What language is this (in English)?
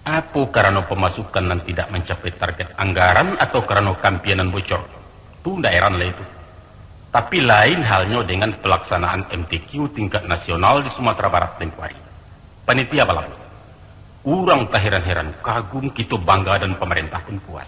Minangkabau